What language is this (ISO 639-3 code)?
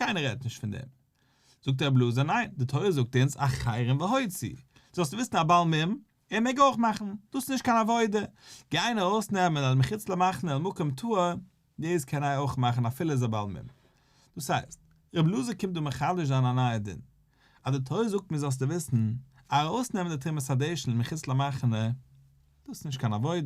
yid